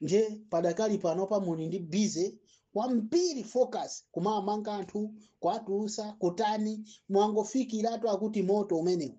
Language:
Nyanja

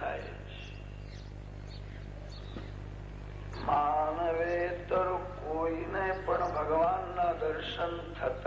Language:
Gujarati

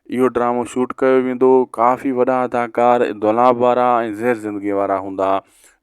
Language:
Sindhi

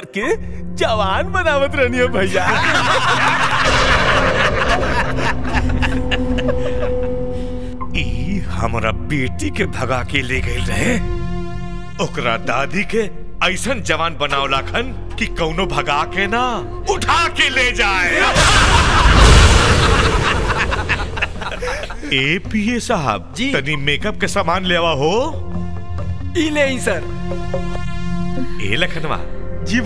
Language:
Bhojpuri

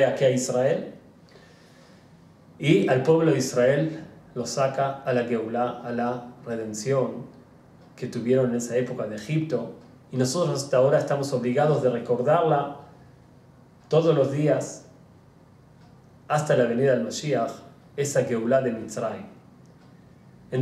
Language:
Spanish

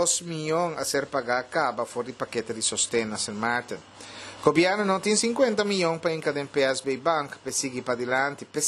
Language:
Papiamento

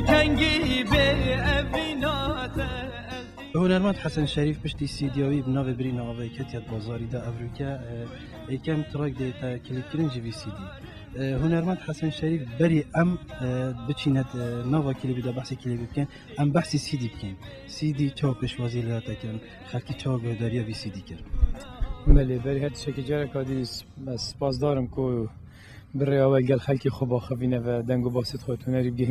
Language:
Kurdish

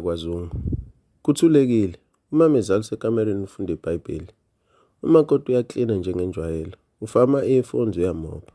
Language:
Zulu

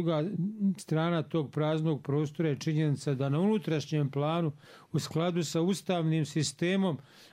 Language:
Bosnian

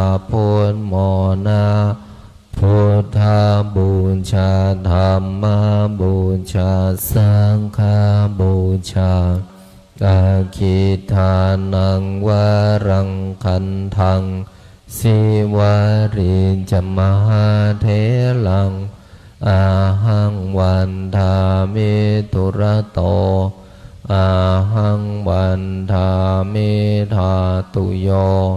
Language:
Pali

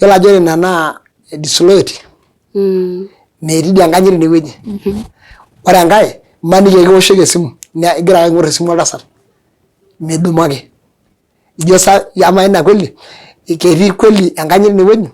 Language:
Masai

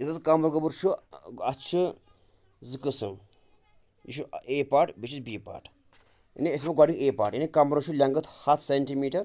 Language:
Kashmiri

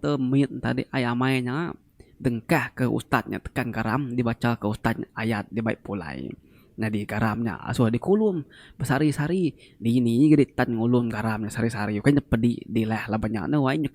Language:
Iban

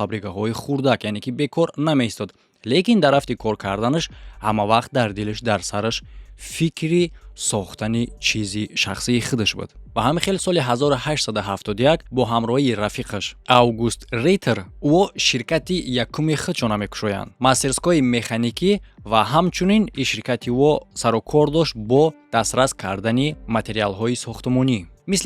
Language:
Tajik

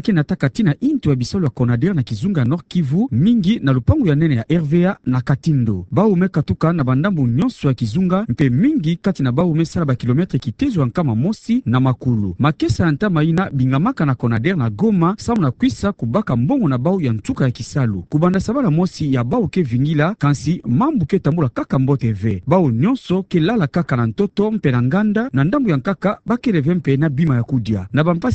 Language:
Kituba (Democratic Republic of Congo)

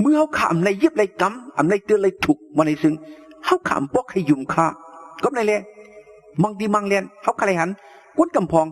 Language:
Shan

